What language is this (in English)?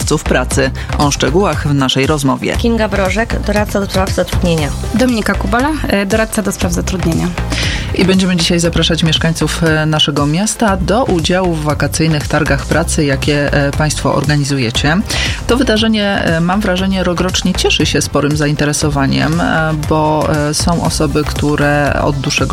Polish